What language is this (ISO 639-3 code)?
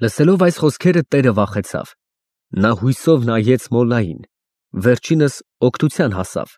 hye